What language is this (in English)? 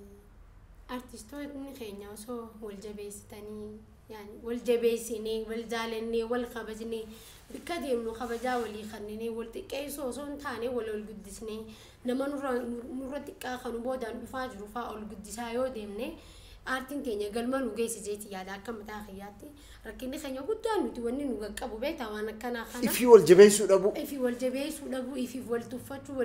Oromo